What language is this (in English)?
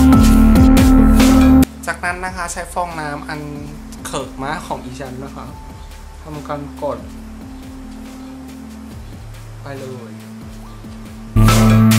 Thai